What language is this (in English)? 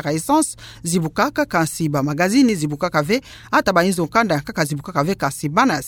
Kituba (Democratic Republic of Congo)